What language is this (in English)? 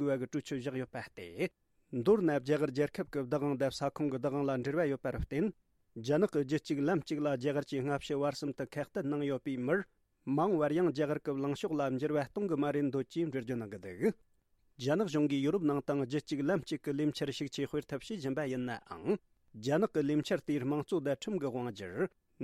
Tibetan